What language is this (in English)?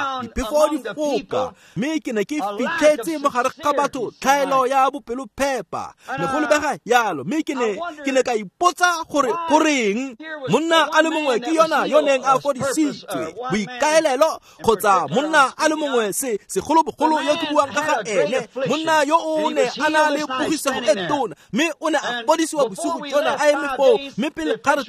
Tswana